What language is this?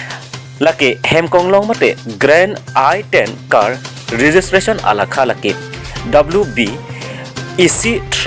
Karbi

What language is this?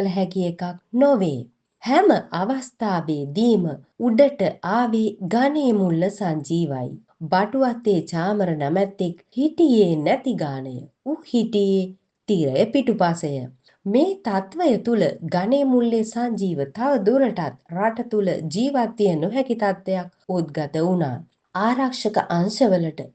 Sinhala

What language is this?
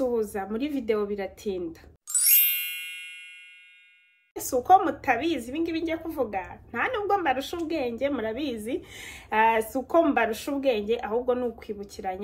Kinyarwanda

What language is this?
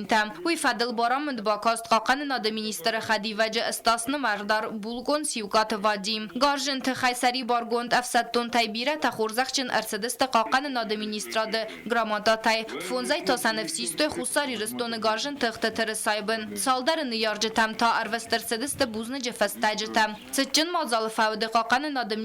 Ossetic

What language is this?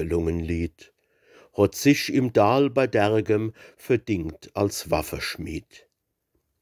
Palatine German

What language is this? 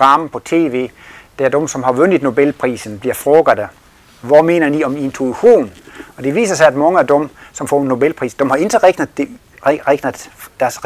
Danish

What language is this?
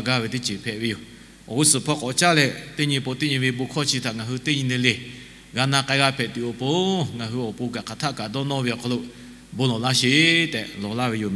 Lahu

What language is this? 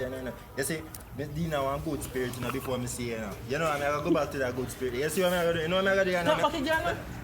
Jamaican Creole English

